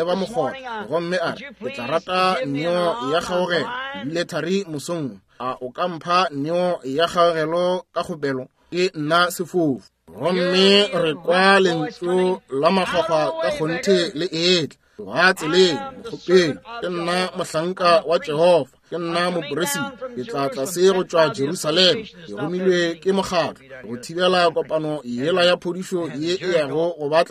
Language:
Northern Sotho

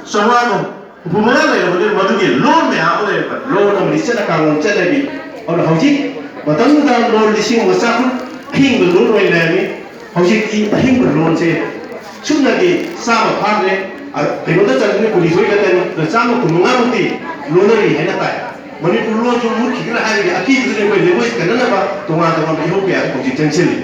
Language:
Manipuri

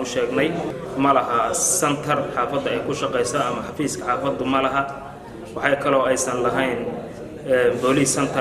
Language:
Somali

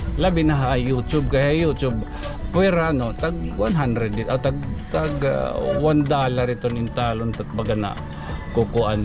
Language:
Waray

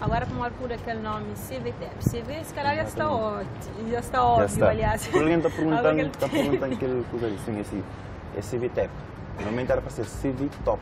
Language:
Kabuverdianu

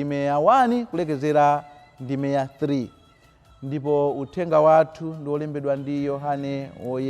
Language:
Nyanja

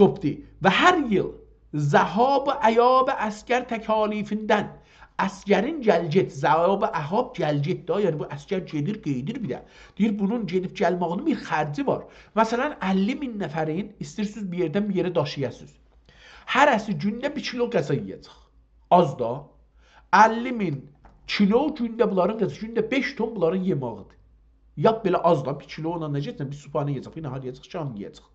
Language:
South Azerbaijani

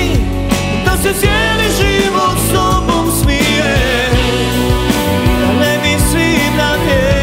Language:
Croatian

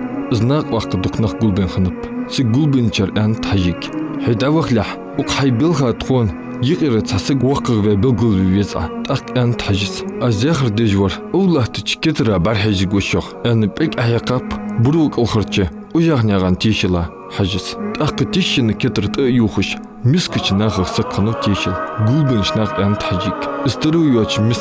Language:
Ingush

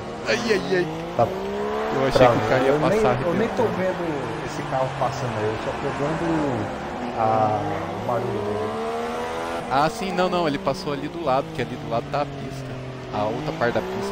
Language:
Portuguese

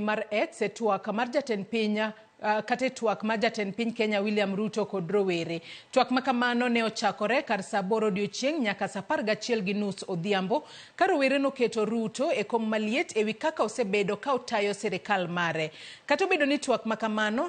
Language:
Luo (Kenya and Tanzania)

